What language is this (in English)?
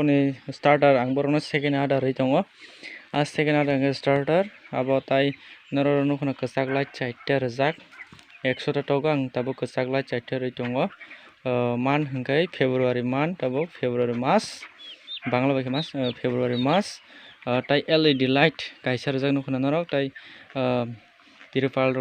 Kok Borok